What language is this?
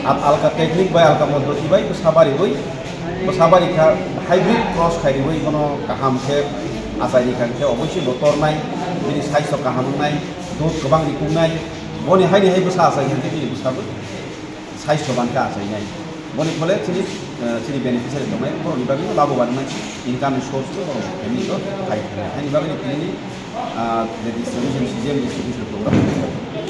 Kok Borok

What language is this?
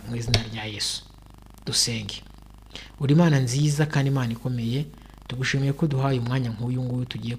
Kinyarwanda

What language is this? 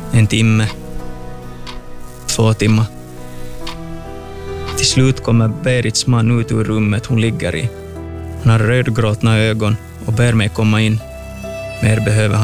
Swedish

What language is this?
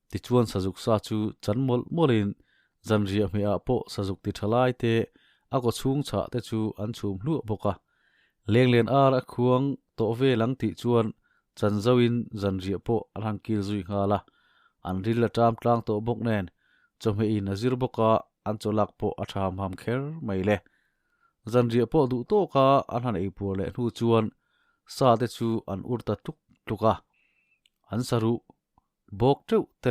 Mizo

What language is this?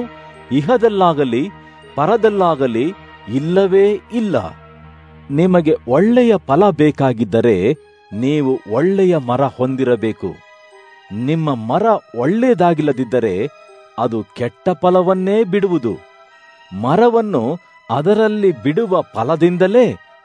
Kannada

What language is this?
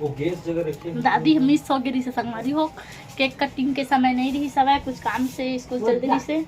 Chhattisgarhi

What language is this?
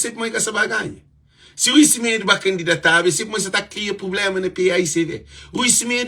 Kabuverdianu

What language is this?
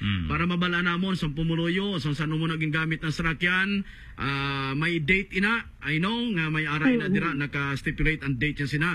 Hiligaynon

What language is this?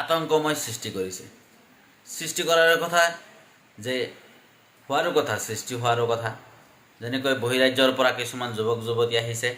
Assamese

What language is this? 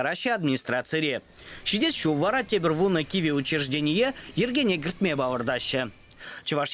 Chuvash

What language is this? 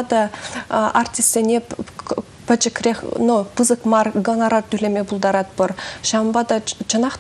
Chuvash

